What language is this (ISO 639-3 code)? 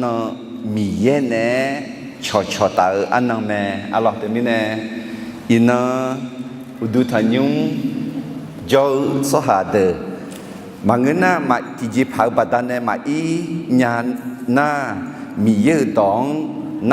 ahk